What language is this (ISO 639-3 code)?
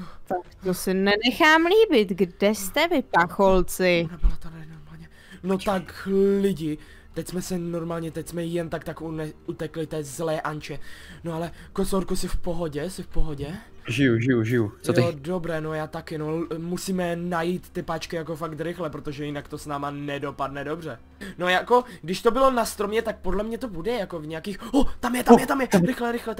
ces